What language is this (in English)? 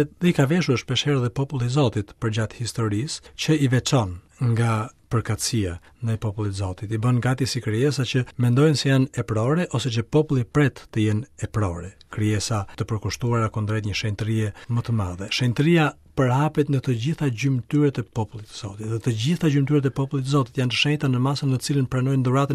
Albanian